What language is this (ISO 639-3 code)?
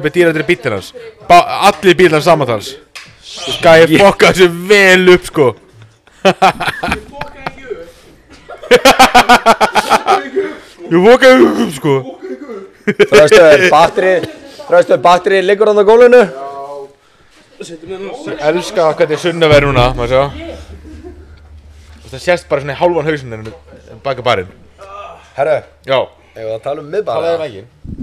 isl